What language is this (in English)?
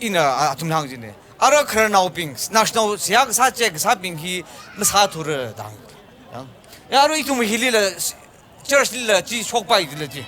Tangkhul Naga (India)